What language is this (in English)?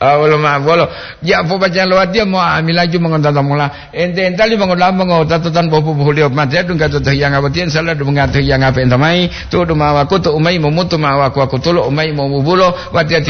Gorontalo